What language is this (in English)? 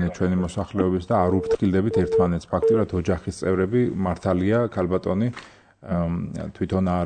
Georgian